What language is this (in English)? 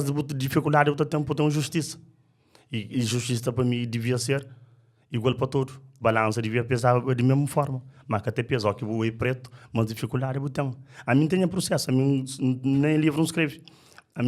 Kabuverdianu